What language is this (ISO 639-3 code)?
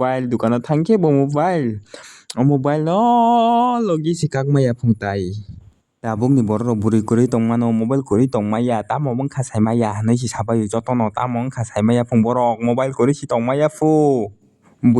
trp